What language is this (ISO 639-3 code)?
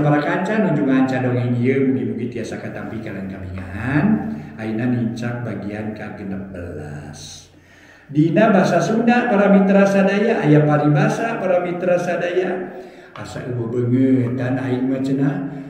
sun